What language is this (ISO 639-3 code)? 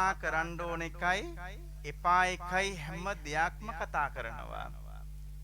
sin